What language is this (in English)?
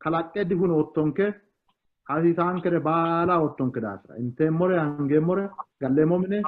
Sidamo